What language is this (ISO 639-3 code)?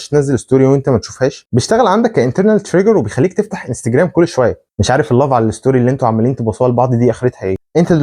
arz